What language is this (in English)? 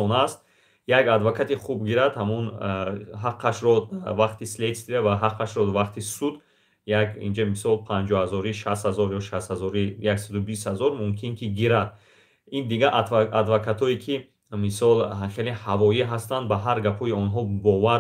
Tajik